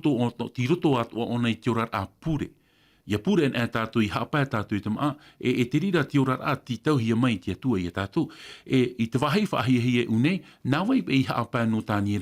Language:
Tahitian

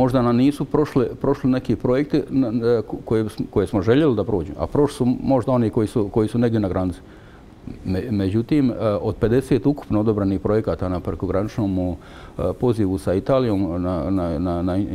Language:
Croatian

